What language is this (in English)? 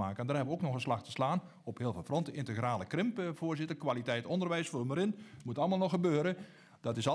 Dutch